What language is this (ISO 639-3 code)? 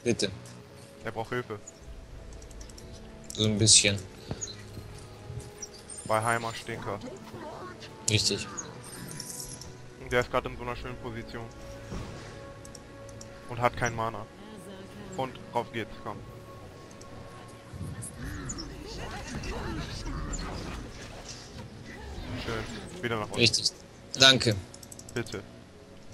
deu